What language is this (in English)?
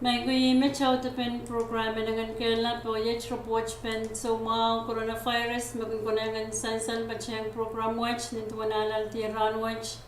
Pohnpeian